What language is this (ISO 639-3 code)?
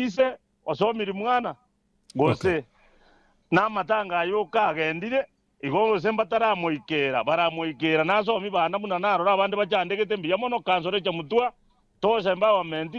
guz